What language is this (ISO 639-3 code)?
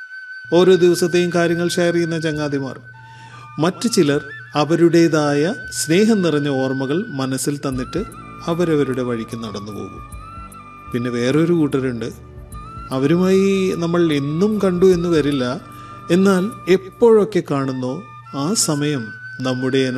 mal